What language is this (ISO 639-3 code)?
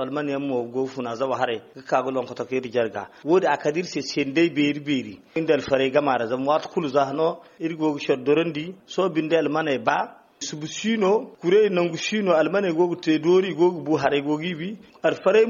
dje